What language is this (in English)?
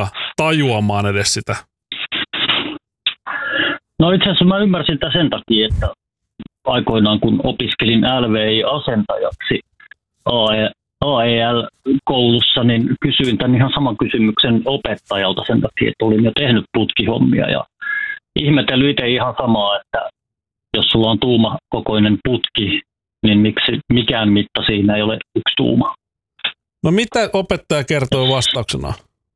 Finnish